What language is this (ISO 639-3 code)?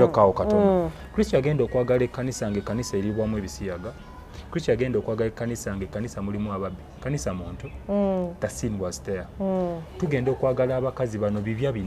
lug